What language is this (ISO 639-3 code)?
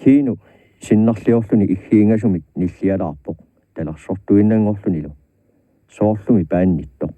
kal